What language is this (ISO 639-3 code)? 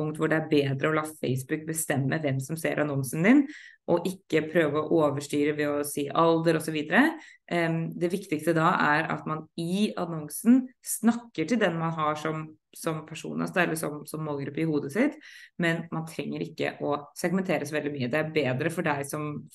nor